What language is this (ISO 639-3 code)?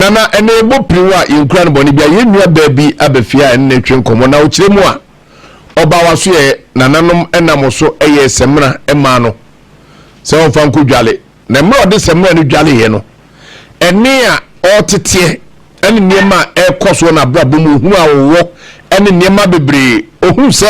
aka